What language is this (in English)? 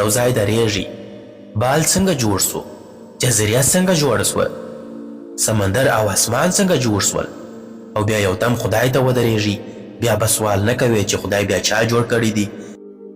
Pashto